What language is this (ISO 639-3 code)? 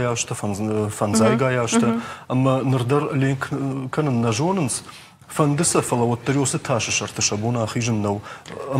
oss